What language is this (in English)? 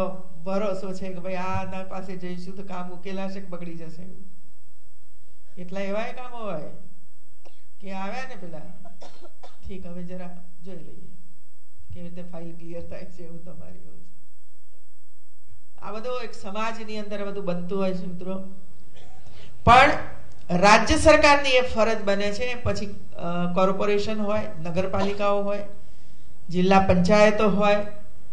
Gujarati